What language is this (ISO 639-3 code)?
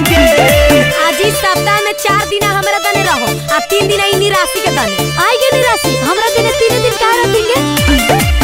mag